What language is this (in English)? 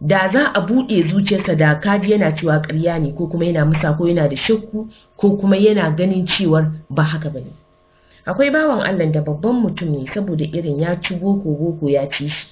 Hausa